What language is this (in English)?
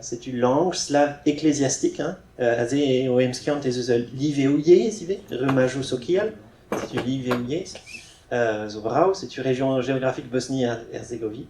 Breton